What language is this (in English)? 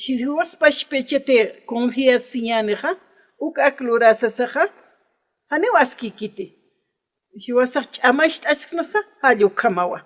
Aymara